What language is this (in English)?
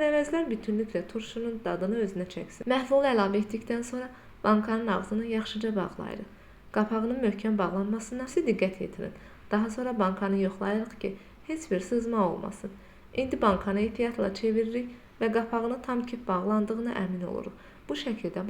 Azerbaijani